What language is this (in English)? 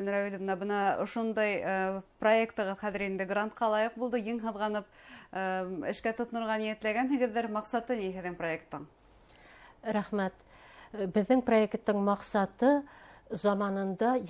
Bashkir